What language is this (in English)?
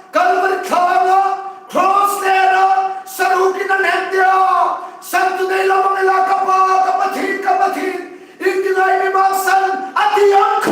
Hmar